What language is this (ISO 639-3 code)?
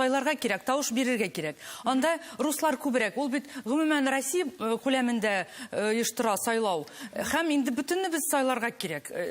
tat